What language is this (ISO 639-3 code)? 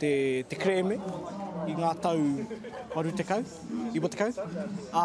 mri